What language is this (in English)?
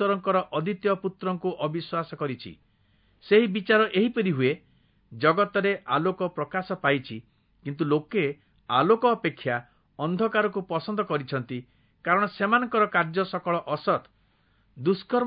Odia